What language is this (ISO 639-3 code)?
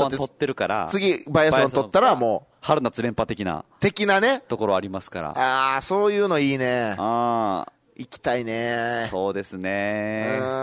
jpn